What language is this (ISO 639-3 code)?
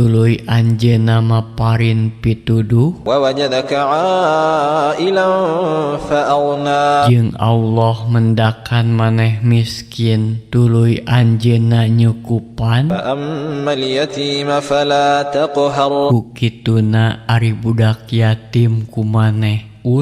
sun